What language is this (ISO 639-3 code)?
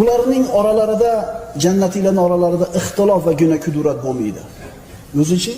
uzb